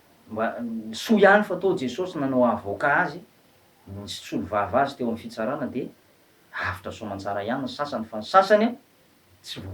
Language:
Malagasy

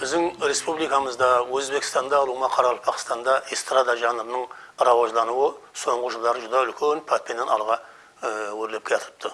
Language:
Kara-Kalpak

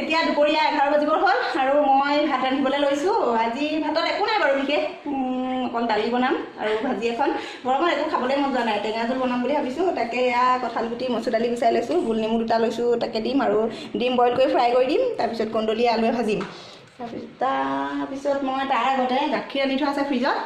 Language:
Assamese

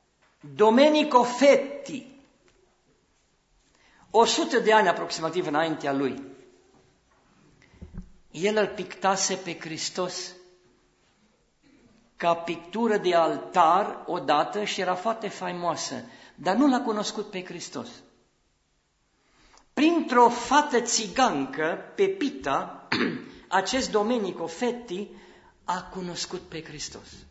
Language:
Romanian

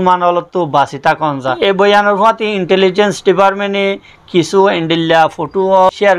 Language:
Rohingya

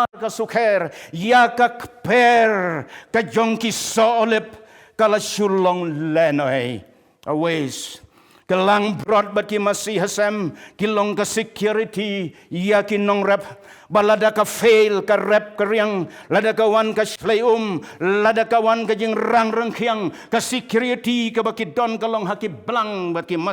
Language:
Khasi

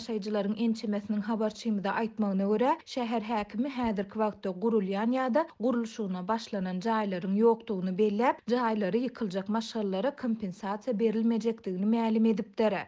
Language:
Turkmen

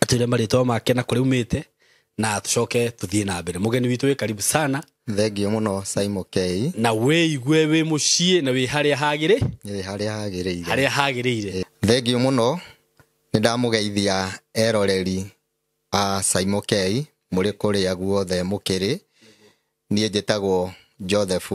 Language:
Kikuyu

